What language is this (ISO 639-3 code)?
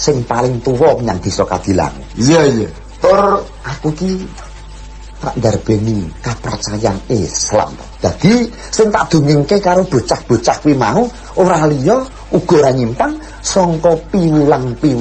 jav